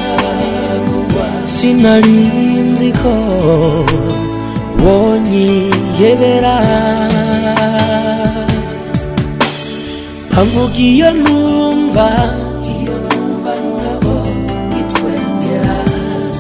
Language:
Kinyarwanda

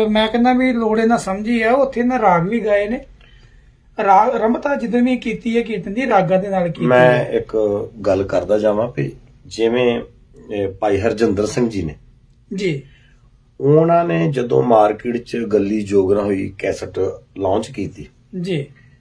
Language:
Punjabi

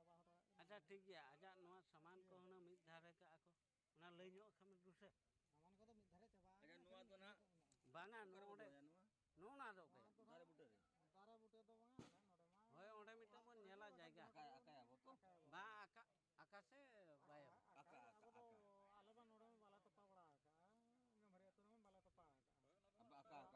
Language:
Santali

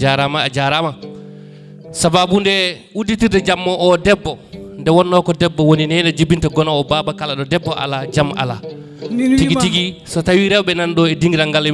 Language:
Fula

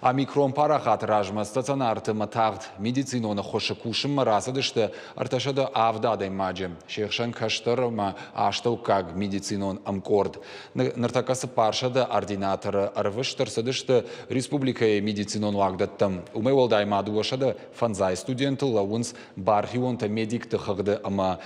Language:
Ossetic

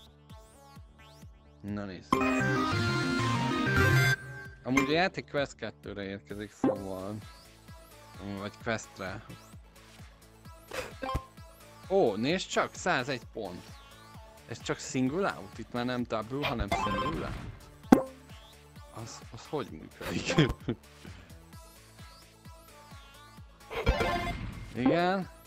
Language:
Hungarian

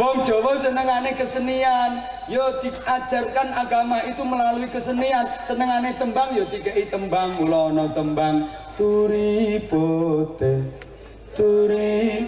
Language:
Javanese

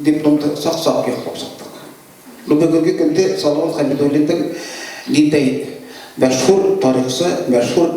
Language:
Bashkir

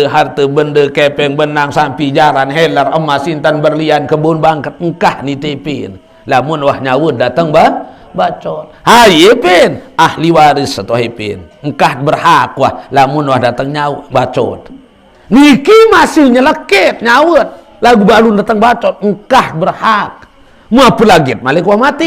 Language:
Sasak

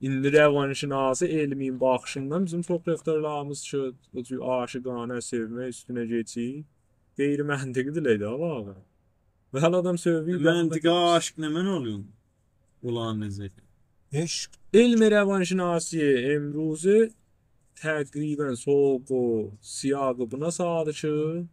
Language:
South Azerbaijani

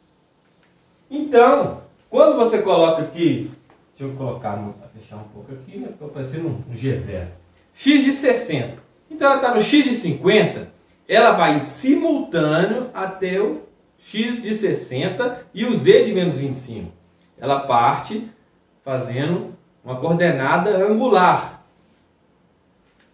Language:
Portuguese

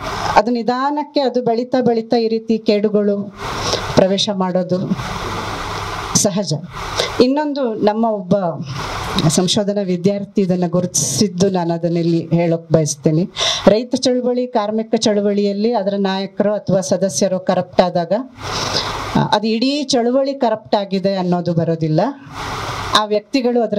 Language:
Kannada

